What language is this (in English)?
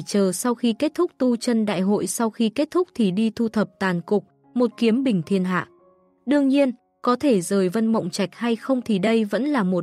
Vietnamese